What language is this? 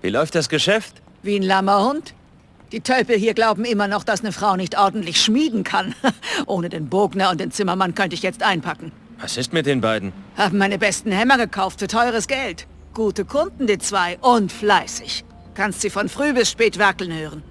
Bavarian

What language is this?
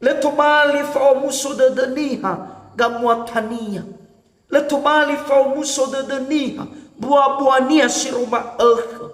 Nias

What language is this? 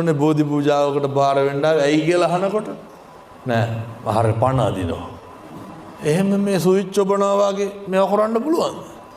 Sinhala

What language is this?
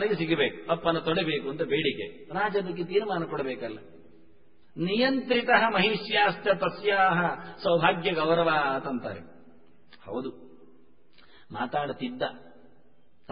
Kannada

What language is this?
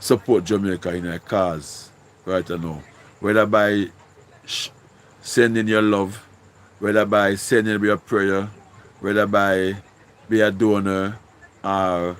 Jamaican Creole English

